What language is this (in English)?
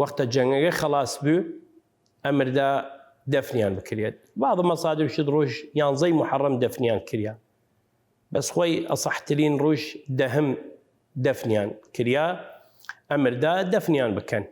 Southern Kurdish